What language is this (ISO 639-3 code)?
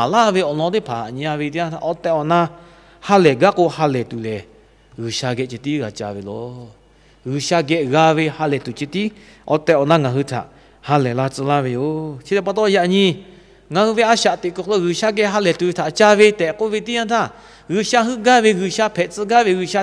lhu